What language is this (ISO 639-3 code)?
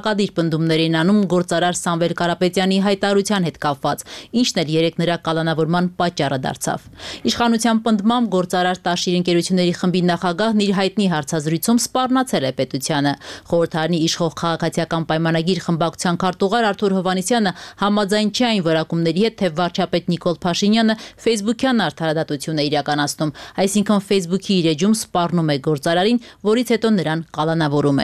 hye